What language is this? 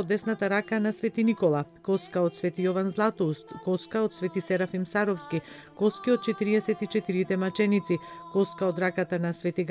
Macedonian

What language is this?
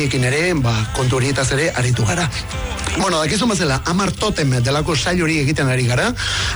Basque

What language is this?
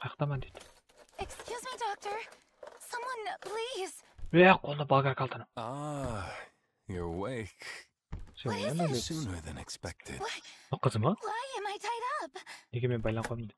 Kara-Kalpak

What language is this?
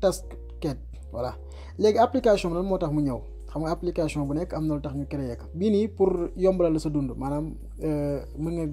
Wolof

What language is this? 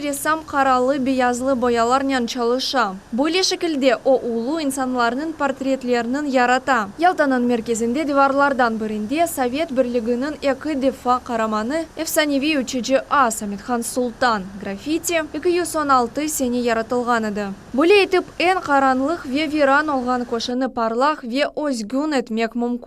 Crimean Tatar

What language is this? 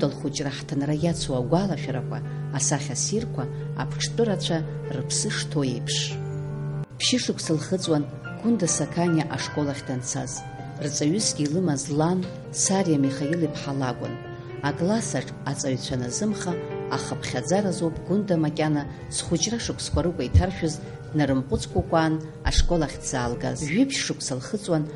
Abkhazian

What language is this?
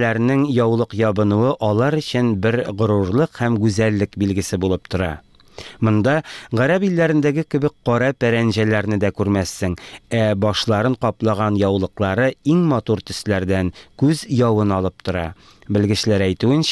Tatar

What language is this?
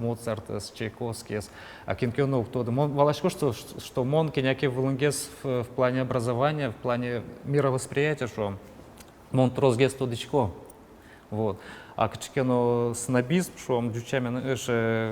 Udmurt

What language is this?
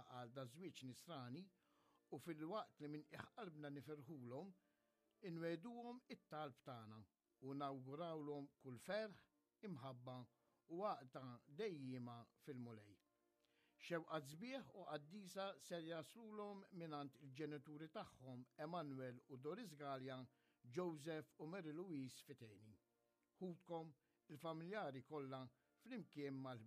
Maltese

